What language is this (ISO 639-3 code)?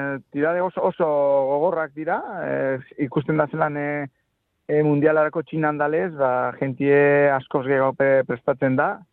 eus